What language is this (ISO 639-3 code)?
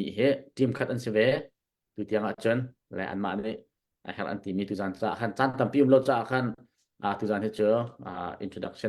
cnh